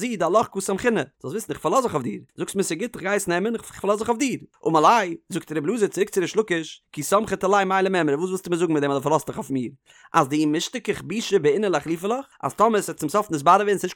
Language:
Yiddish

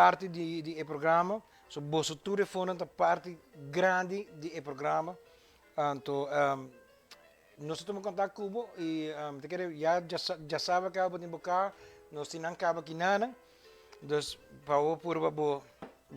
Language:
Papiamento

